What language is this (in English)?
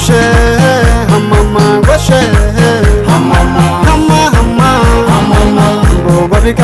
Kafa